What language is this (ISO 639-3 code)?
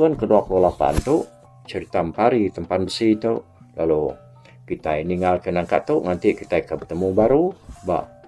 iba